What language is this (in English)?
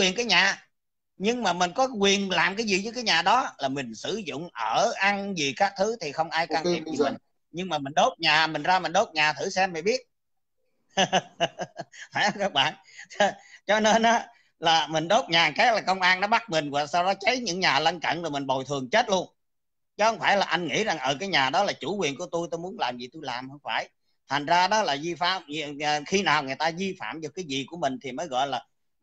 Vietnamese